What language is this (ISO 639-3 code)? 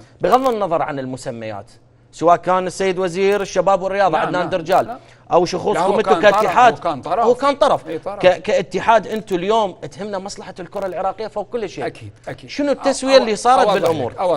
acm